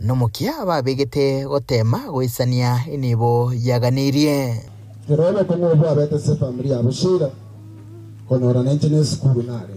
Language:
Gusii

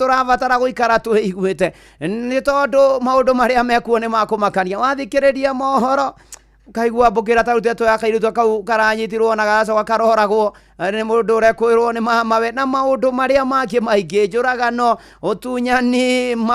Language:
Kikuyu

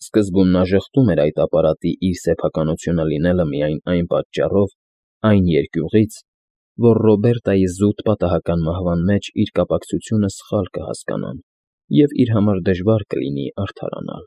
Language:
Armenian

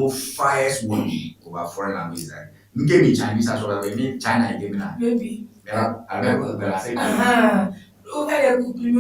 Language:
Ewe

